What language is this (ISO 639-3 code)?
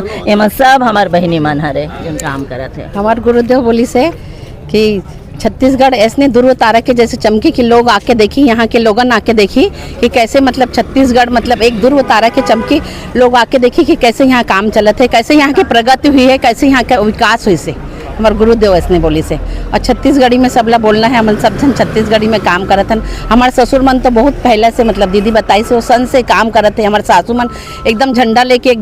hne